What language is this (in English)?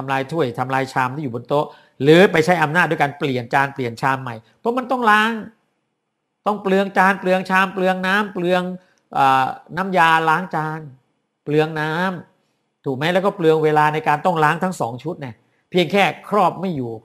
Thai